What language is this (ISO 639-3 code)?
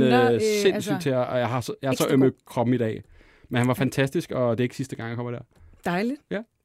dan